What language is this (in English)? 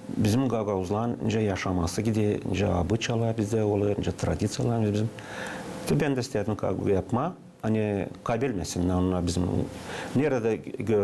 Gagauz